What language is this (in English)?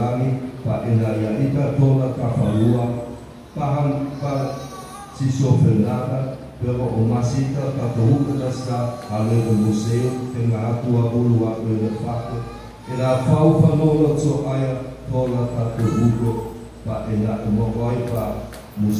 Nias